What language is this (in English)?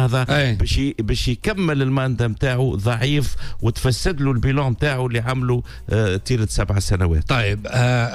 Tunisian Arabic